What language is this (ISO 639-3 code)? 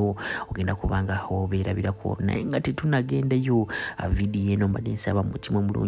lug